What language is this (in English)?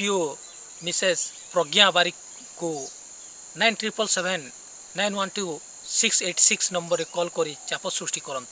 Odia